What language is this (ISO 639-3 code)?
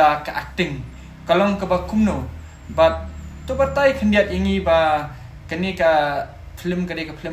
kha